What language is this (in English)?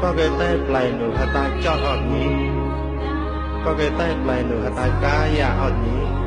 Mon